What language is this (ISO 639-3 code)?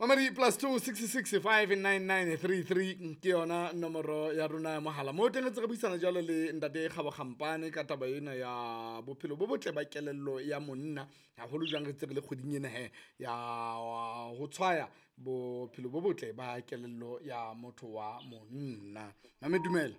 sot